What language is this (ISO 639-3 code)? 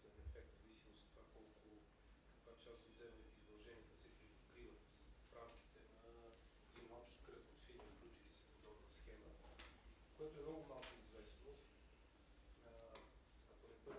bul